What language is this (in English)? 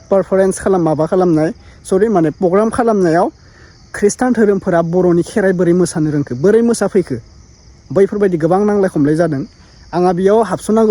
Bodo